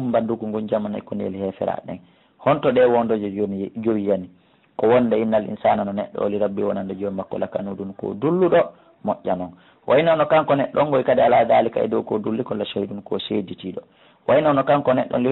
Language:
Fula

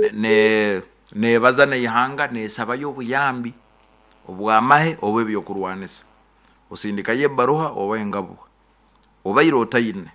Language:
Nyoro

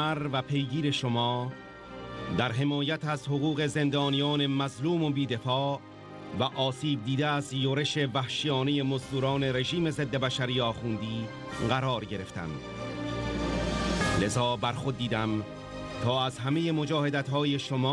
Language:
Persian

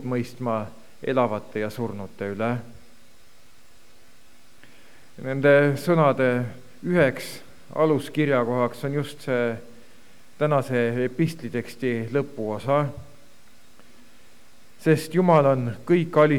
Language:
Estonian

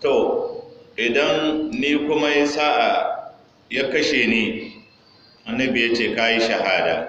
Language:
Hausa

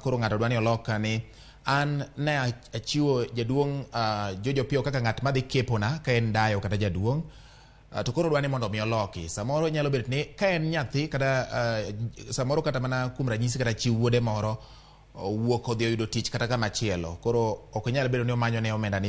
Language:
Luo (Kenya and Tanzania)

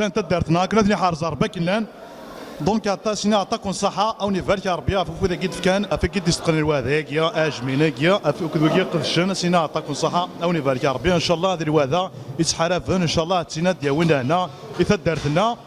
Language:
Kabyle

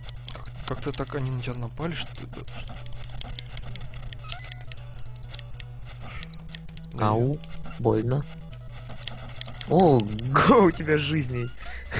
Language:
Russian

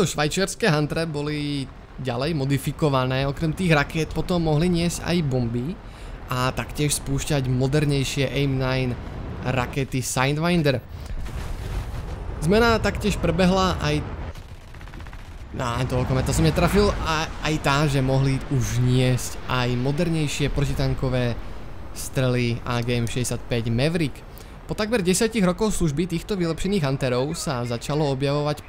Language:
Slovak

